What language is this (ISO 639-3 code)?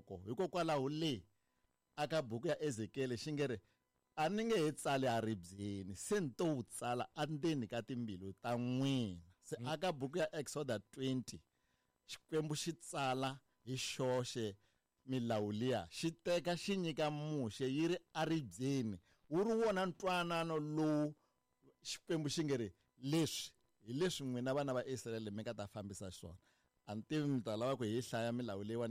tso